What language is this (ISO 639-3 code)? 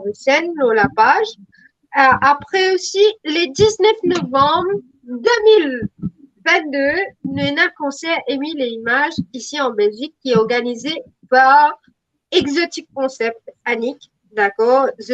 mfe